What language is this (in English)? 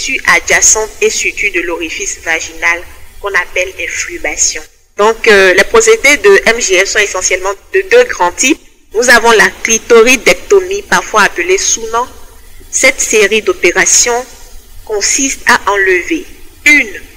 French